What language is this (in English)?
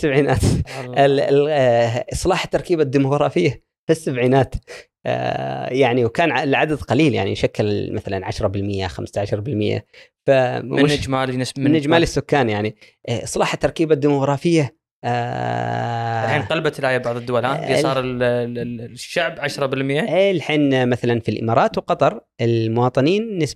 Gulf Arabic